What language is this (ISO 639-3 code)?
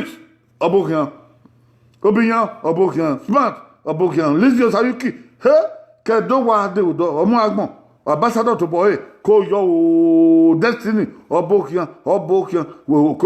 bin